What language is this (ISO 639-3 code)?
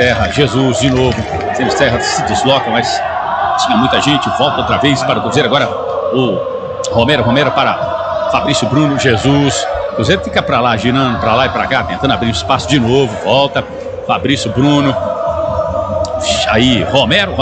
por